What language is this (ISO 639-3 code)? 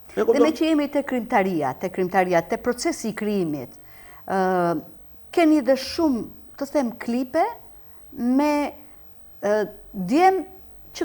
sqi